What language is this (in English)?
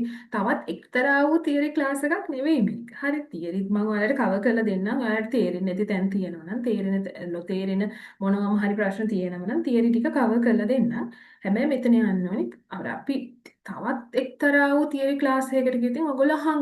Sinhala